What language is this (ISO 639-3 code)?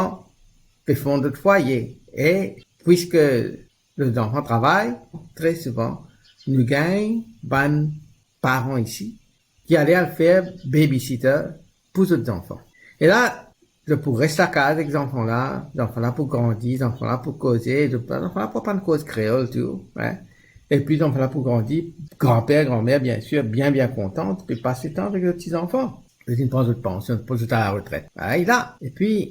mfe